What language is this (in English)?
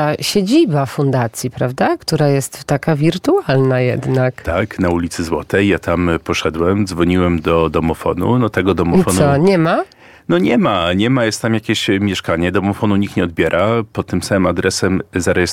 Polish